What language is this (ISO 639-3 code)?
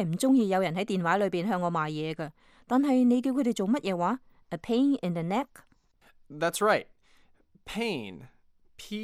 yue